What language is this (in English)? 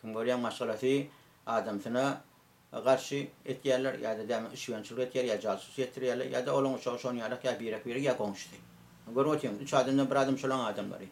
Turkmen